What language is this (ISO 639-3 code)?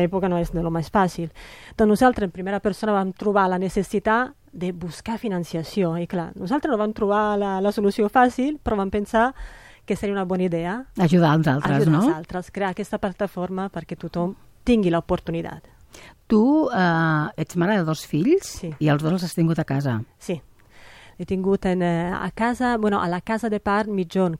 cat